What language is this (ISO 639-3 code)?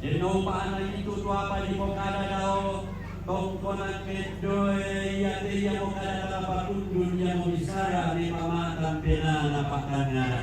sda